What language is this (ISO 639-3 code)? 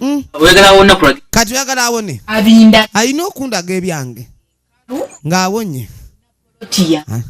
lug